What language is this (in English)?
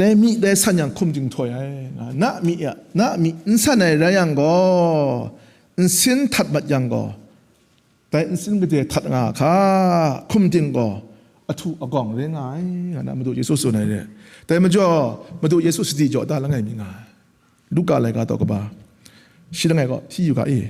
Kachin